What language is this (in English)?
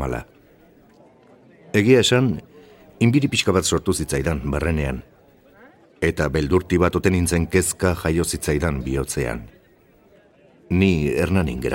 Basque